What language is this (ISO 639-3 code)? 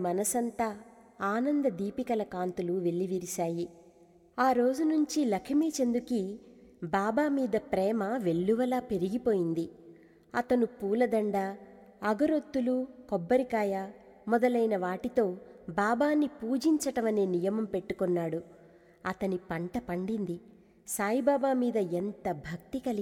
tel